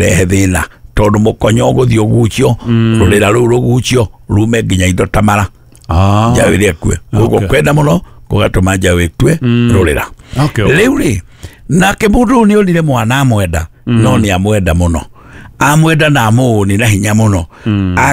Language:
Kikuyu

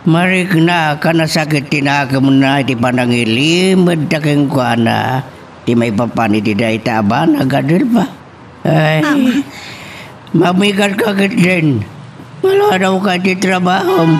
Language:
Iloko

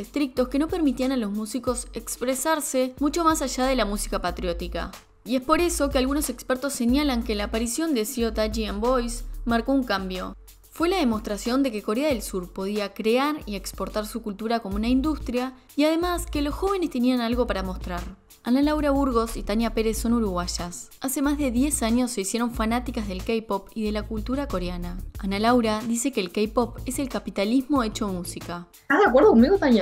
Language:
Spanish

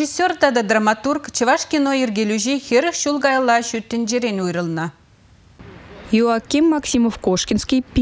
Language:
Chuvash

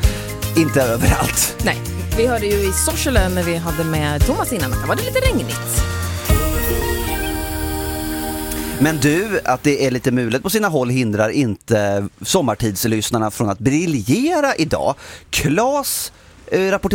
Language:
Swedish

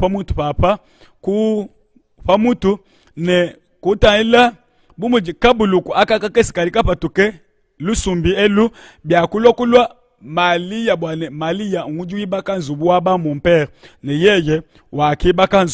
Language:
Luba-Lulua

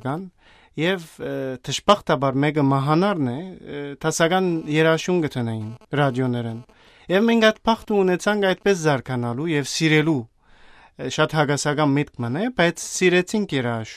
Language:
Armenian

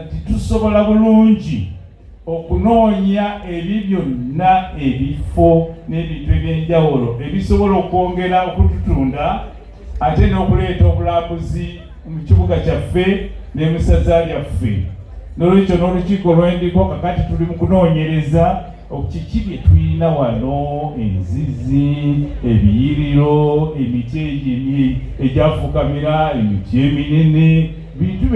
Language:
Ganda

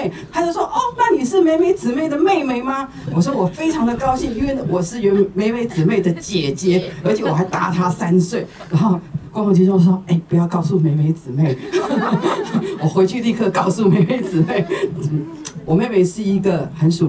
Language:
Chinese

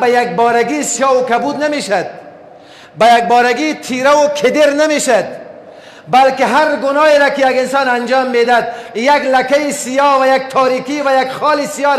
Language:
Persian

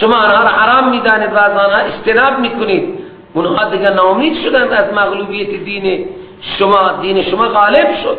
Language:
Persian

